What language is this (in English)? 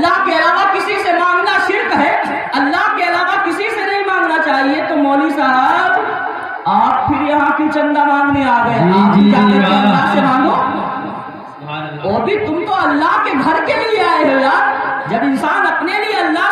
Urdu